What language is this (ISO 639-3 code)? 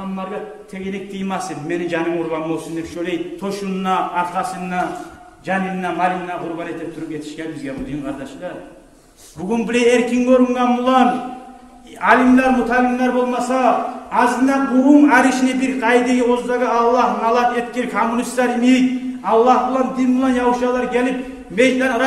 kum